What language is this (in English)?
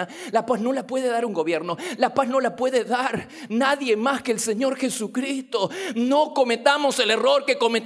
Spanish